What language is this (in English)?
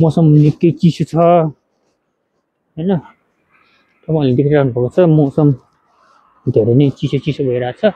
Nepali